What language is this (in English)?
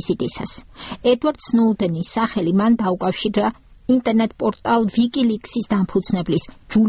Georgian